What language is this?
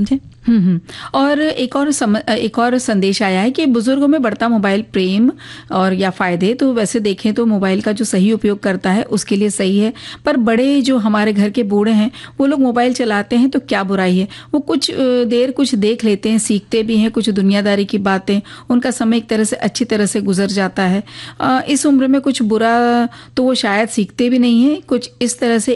Hindi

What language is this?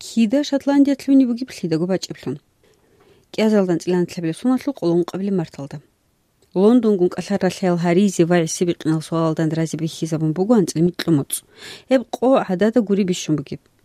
Avaric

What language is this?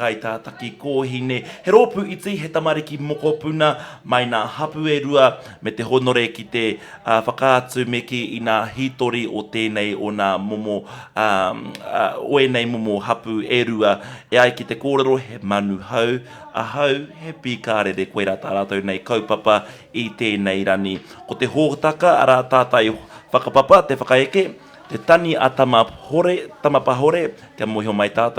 Māori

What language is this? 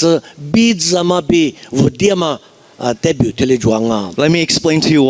Lisu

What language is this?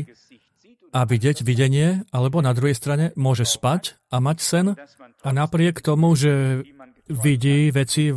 Slovak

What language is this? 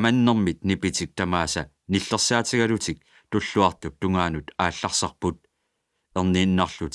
Kalaallisut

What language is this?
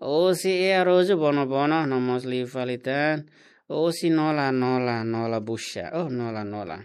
Tetum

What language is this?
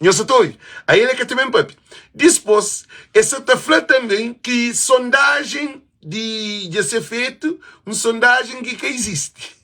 Kabuverdianu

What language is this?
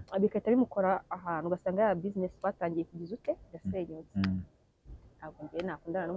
Kinyarwanda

